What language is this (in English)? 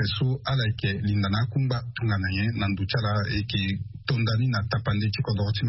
Sango